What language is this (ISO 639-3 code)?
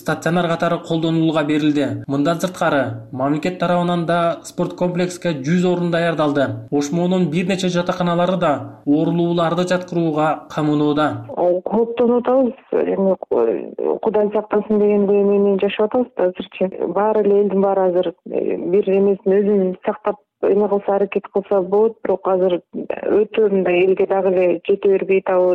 kir